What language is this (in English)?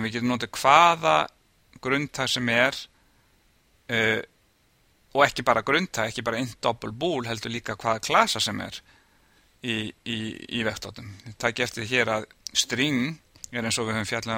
Icelandic